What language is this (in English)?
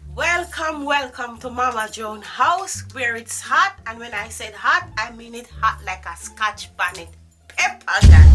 Jamaican Creole English